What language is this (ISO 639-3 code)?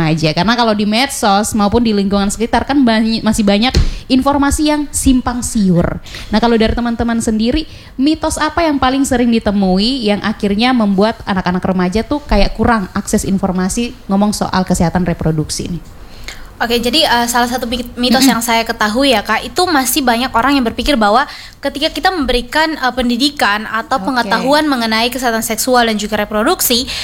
ind